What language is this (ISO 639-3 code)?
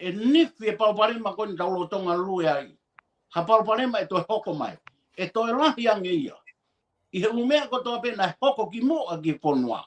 ton